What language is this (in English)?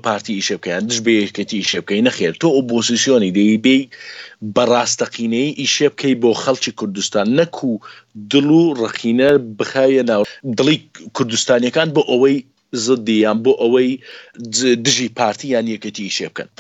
Central Kurdish